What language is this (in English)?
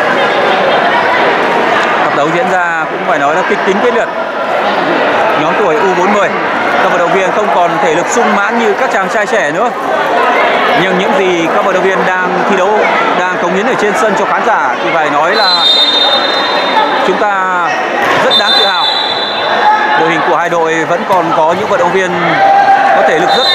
Vietnamese